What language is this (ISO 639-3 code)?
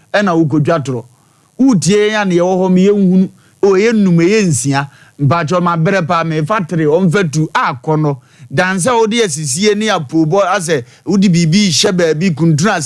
aka